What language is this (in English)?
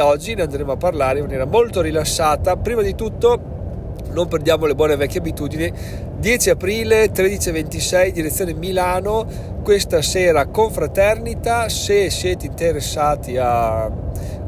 Italian